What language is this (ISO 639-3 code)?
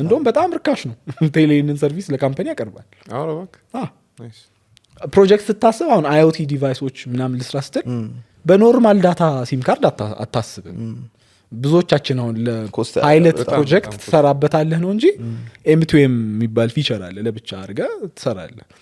amh